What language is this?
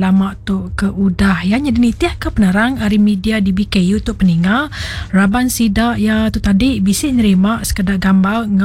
Iban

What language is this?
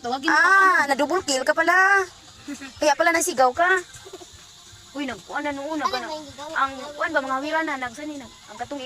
Cebuano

